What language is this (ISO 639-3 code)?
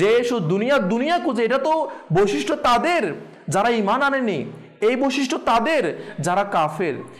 ben